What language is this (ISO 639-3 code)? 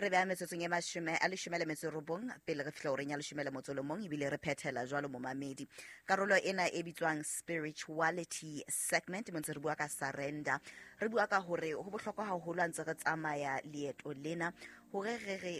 sot